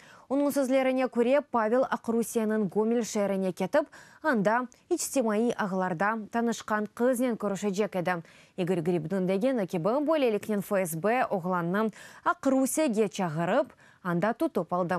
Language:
Crimean Tatar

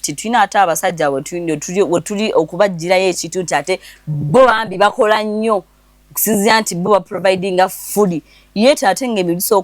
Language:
Ganda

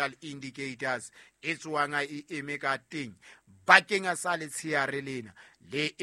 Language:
Southern Sotho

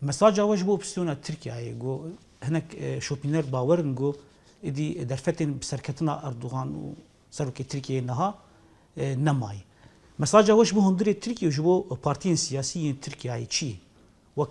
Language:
Kurdish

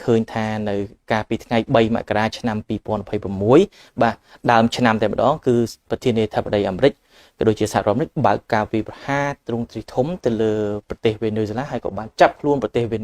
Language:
Khmer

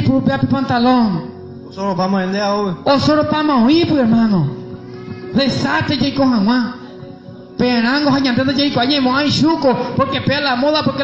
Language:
Guarani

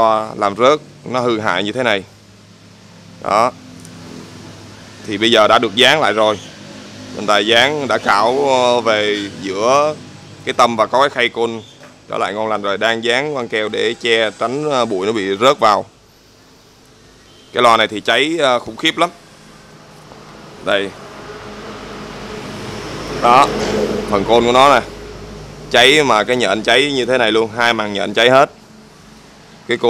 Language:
Vietnamese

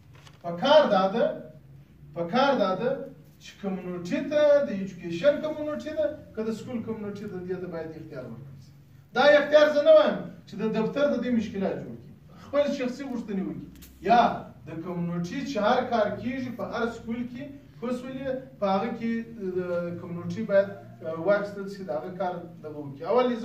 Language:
Pashto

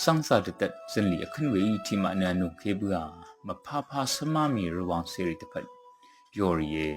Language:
Rawang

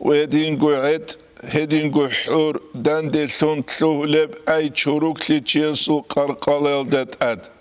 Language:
Avaric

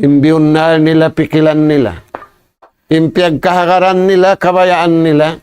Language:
Tausug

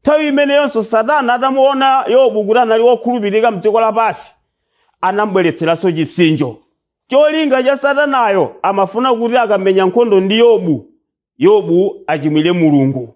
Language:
Nyanja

